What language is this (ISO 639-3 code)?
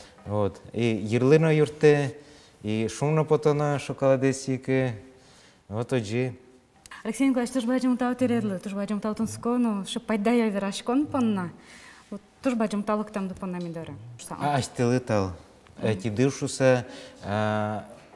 udm